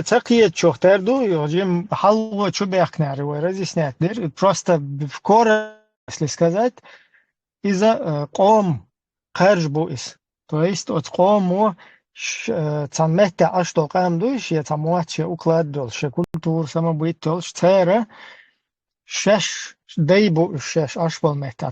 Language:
Chechen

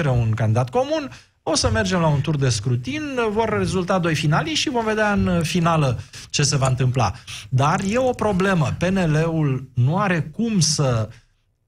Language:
Romanian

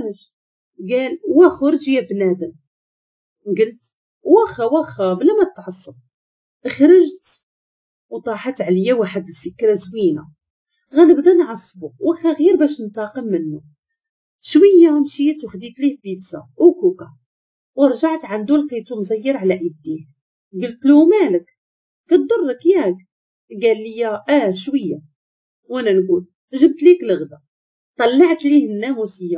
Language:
Moroccan Arabic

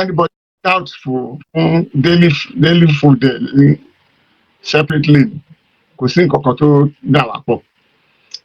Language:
Yoruba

